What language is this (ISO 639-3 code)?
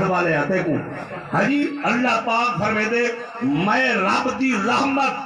skr